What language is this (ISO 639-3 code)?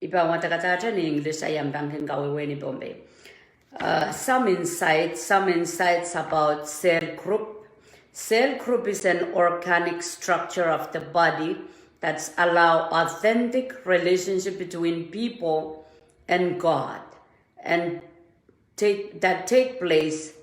pon